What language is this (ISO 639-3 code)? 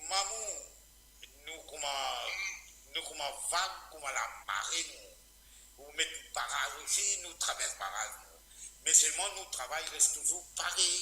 mfe